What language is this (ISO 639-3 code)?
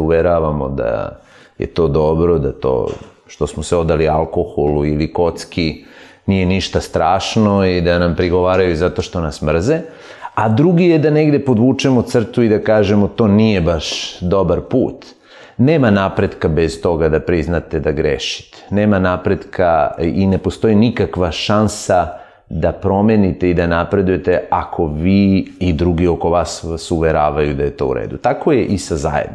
srp